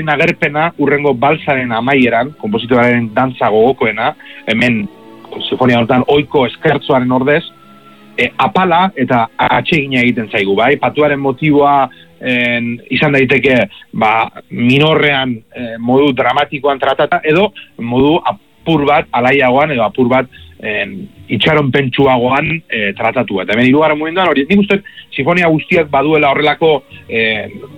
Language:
Basque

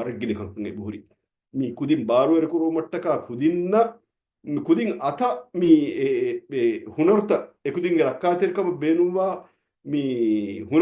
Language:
Divehi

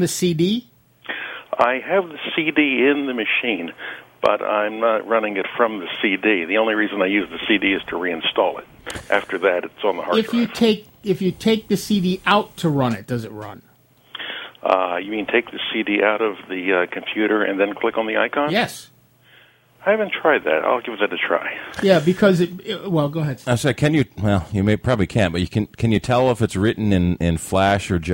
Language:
English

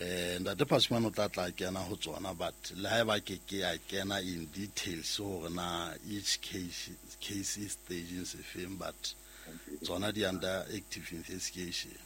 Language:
Southern Sotho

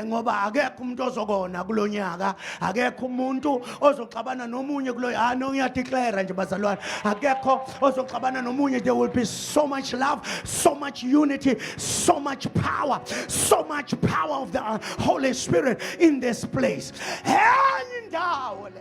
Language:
Zulu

